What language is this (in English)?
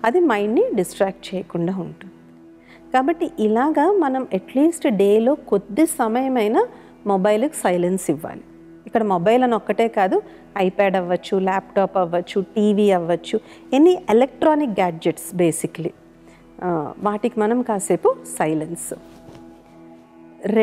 Telugu